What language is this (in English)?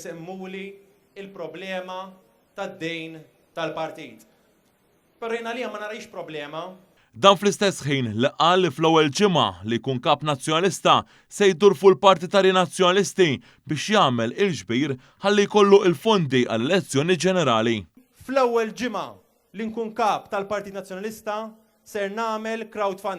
Maltese